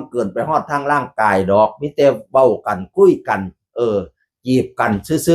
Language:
Northeastern Thai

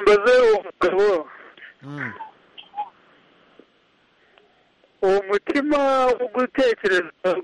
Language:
Kinyarwanda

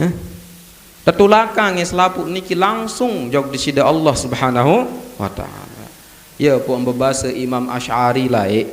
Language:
Sasak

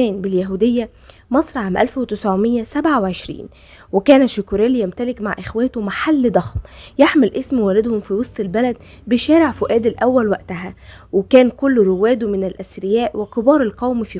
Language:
Egyptian Arabic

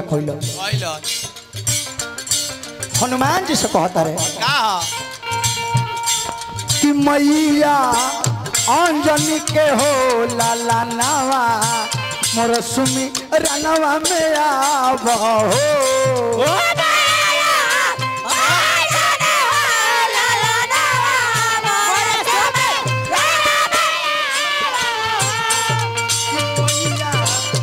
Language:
Bhojpuri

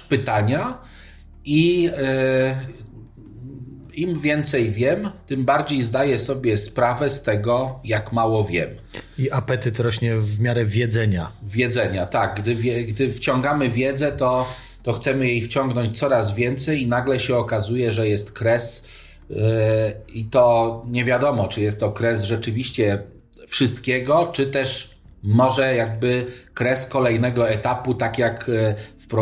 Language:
Polish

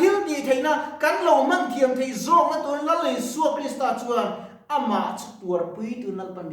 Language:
Mizo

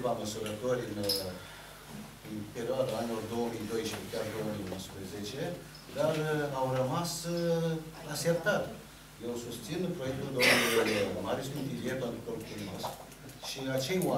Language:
Romanian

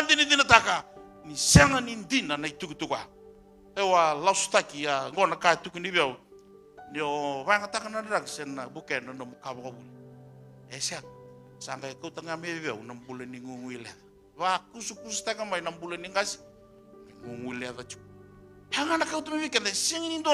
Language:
Fijian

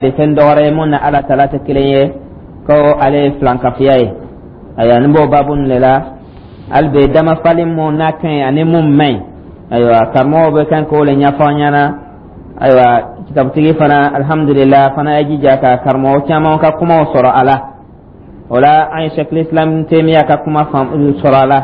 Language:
Dyula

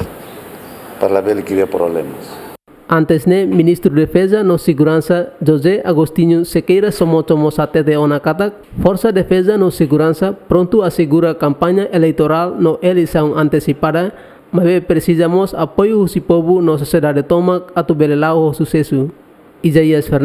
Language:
Tetum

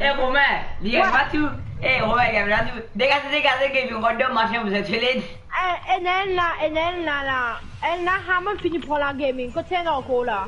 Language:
Morisyen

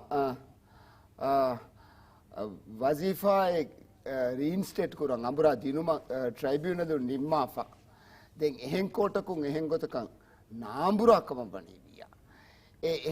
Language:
Divehi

